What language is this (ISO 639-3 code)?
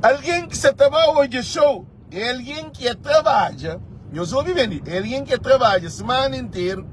kea